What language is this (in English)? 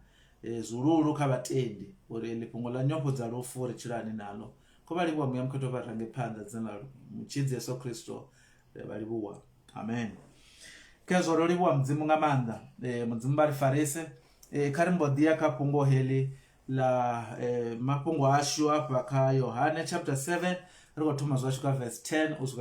Venda